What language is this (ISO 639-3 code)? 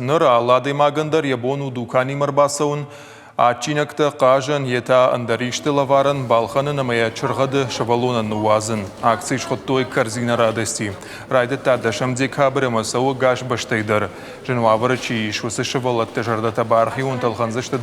oss